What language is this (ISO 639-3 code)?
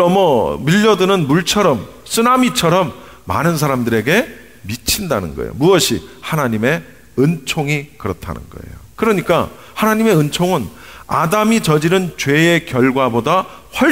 kor